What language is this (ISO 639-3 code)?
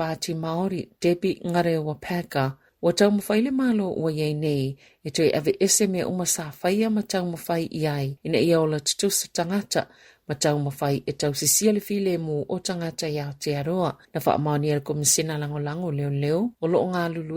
smo